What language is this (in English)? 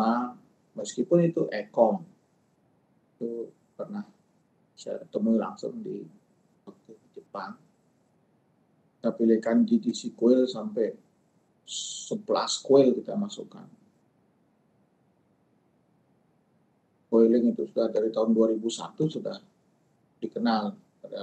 Indonesian